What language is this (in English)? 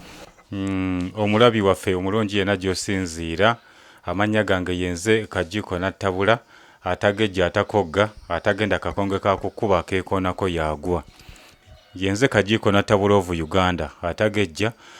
Ganda